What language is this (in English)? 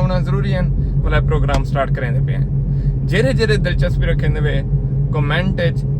Saraiki